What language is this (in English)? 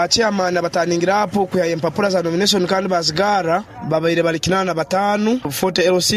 Nyoro